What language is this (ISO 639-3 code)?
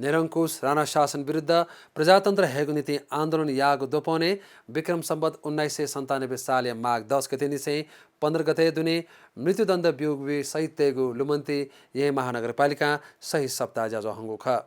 new